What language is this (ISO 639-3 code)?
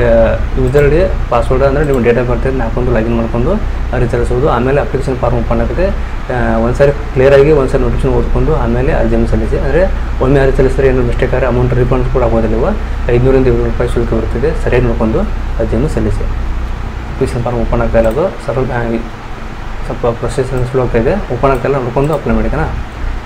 kan